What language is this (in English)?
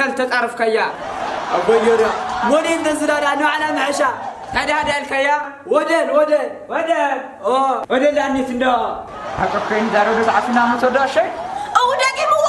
Tigrinya